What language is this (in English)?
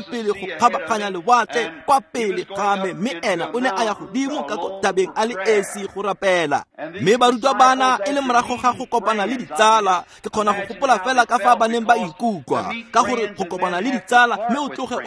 Tswana